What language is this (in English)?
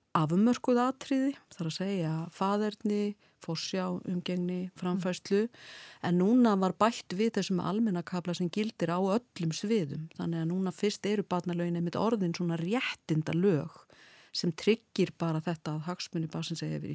Icelandic